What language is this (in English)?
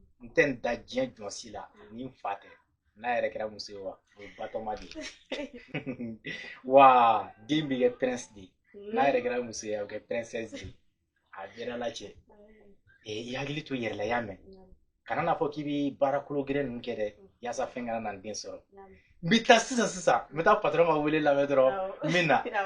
Bambara